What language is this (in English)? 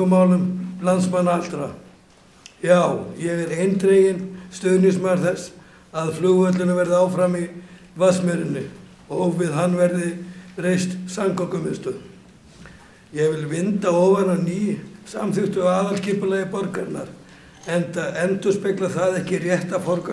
Icelandic